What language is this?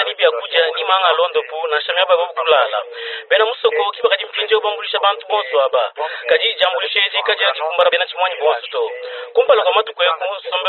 Luba-Lulua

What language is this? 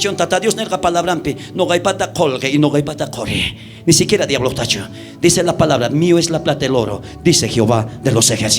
South Bolivian Quechua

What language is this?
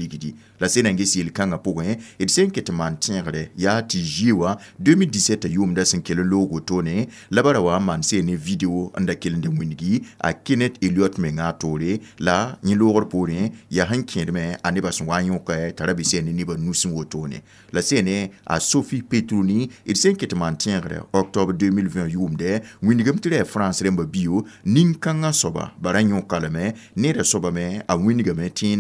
Mossi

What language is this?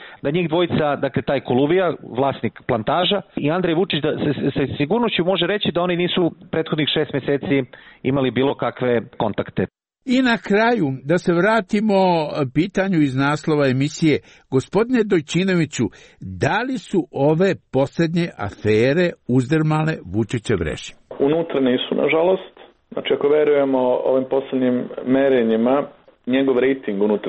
Serbian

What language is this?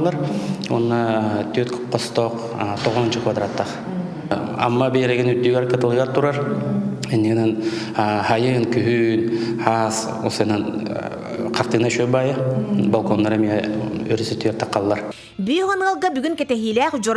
Yakut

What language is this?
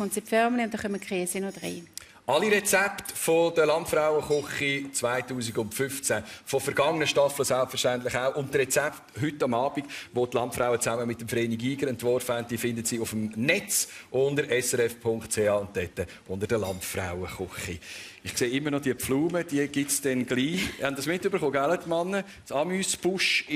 Swiss German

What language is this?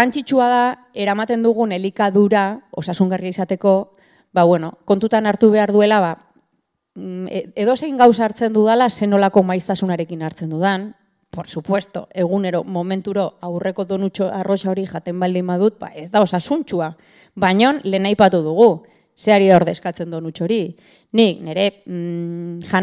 Basque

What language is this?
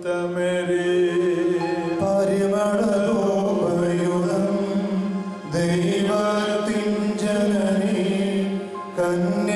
Malayalam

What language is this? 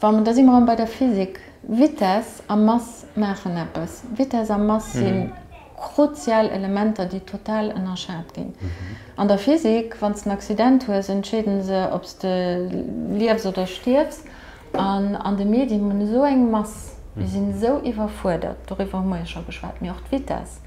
Luxembourgish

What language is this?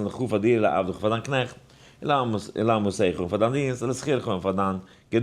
Yiddish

